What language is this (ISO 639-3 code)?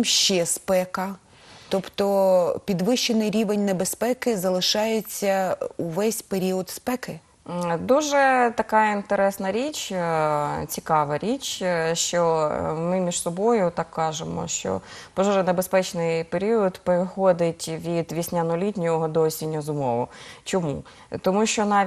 ukr